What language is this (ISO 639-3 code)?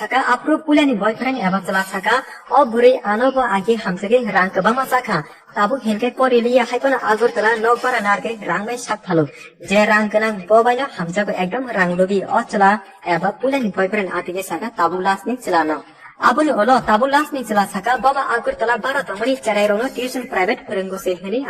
trp